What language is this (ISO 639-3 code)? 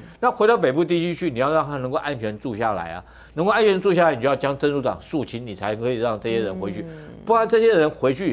zho